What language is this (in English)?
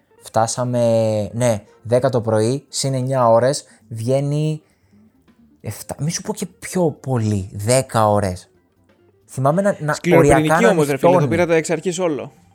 Greek